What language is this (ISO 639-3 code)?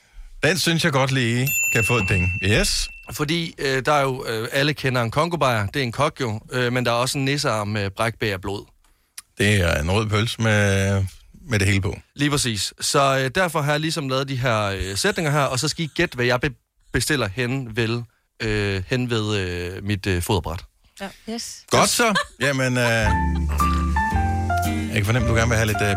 dan